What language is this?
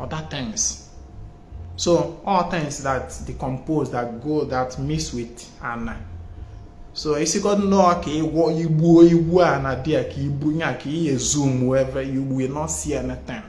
Igbo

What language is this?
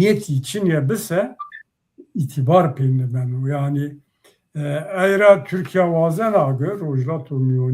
Zaza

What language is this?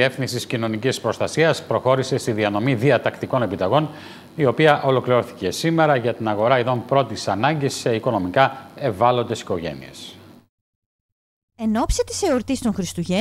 Greek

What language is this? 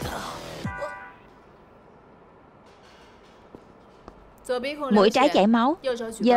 Vietnamese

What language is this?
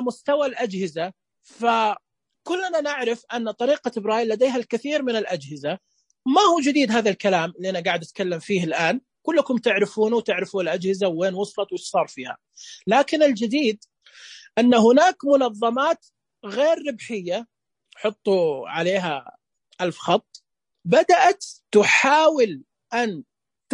Najdi Arabic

